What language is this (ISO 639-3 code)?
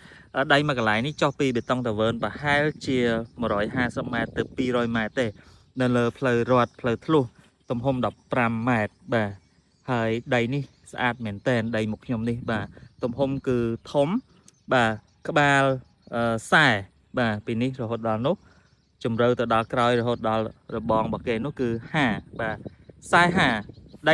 khm